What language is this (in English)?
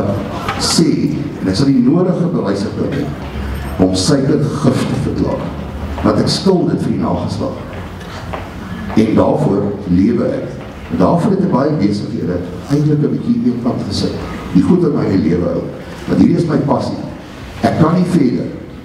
Afrikaans